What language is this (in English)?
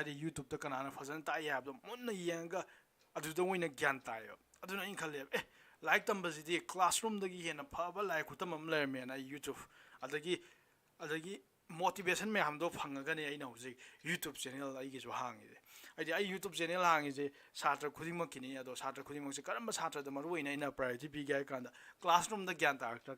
Manipuri